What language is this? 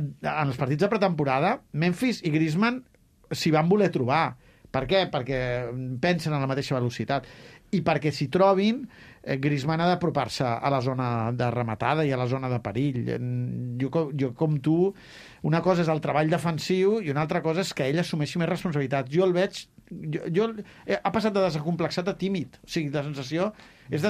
Catalan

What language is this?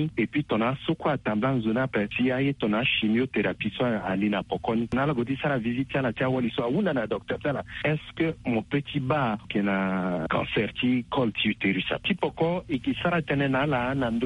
Sango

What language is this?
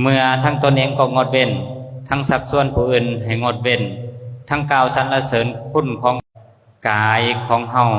Lao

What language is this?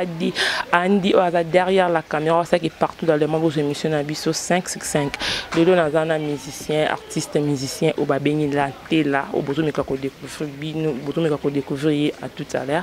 Lingala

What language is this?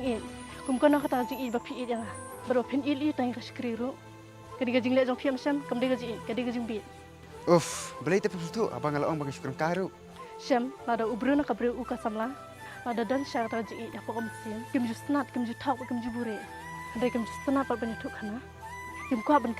Khasi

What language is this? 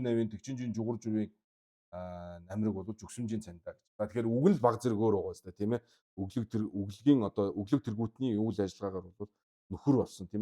Mongolian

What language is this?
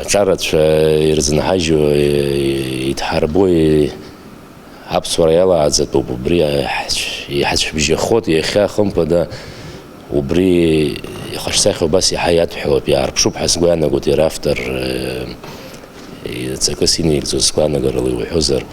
Abkhazian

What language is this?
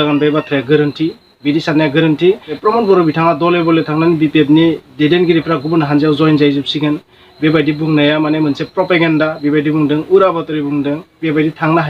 Bodo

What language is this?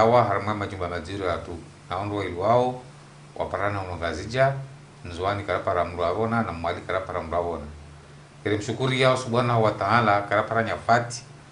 Ngazidja Comorian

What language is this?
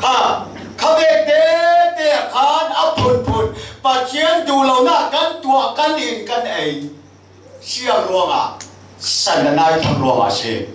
Falam Chin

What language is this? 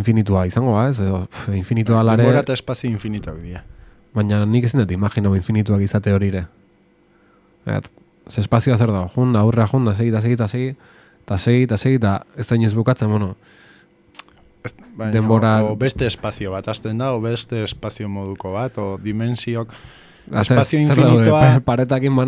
Basque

